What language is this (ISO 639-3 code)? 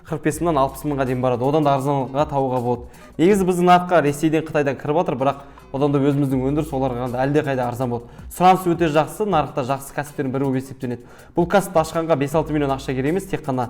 kaz